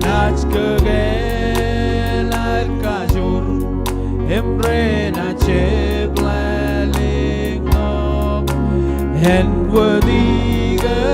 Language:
Marshallese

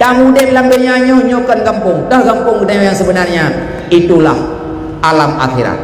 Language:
Achinese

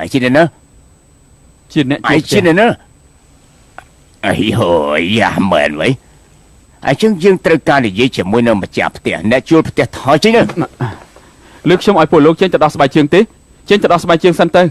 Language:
Khmer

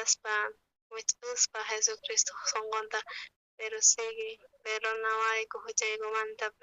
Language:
South Bolivian Quechua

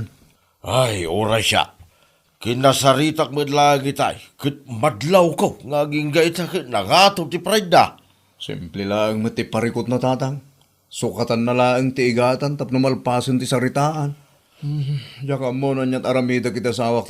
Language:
Iloko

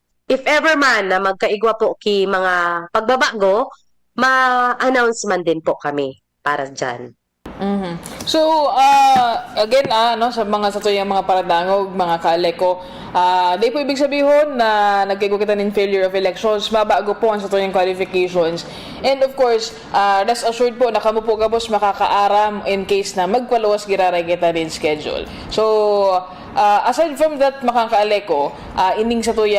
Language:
Bikol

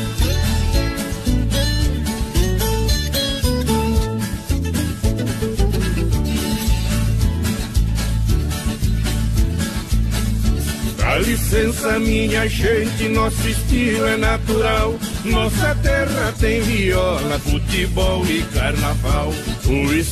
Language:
Portuguese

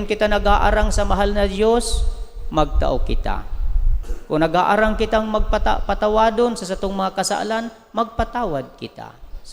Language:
Bikol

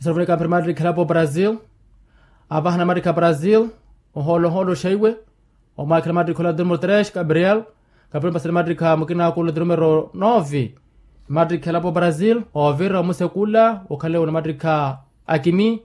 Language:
Makhuwa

